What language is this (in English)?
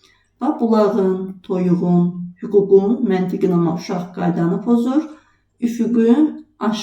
Azerbaijani